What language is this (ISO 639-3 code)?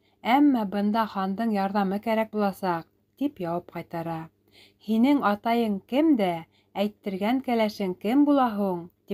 bak